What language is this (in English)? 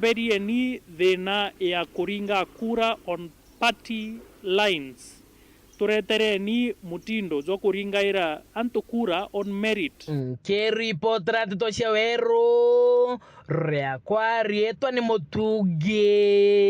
Meru